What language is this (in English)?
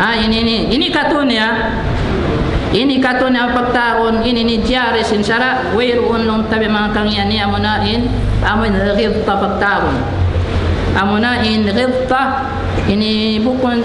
Tausug